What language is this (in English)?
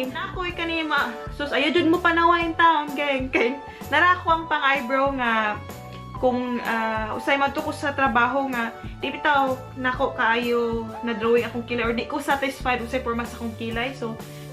Cebuano